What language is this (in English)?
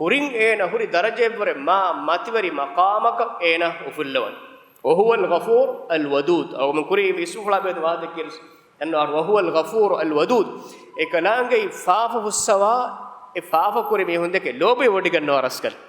Divehi